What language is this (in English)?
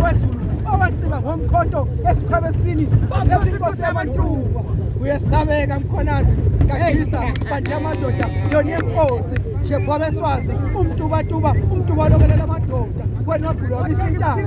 Zulu